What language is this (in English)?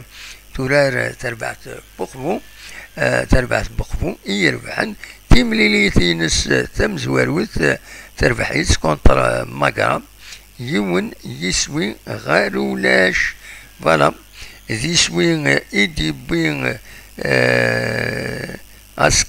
Kabyle